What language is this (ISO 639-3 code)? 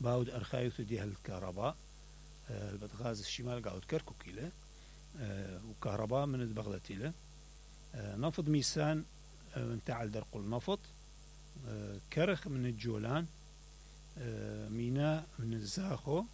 acm